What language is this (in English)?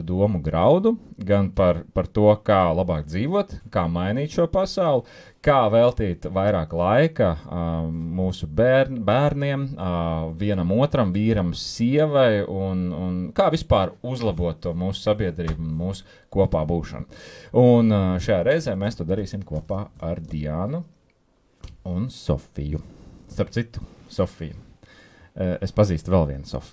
Latvian